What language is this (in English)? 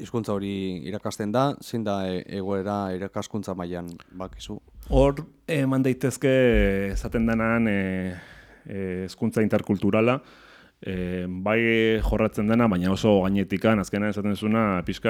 Basque